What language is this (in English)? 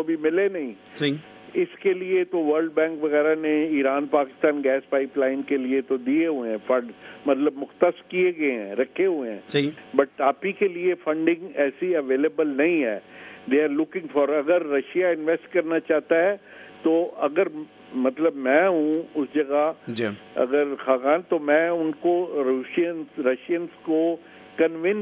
Urdu